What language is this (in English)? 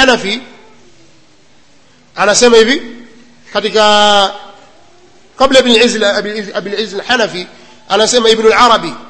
Swahili